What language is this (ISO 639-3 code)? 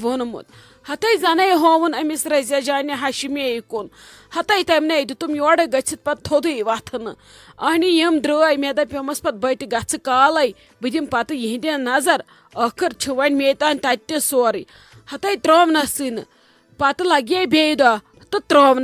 kas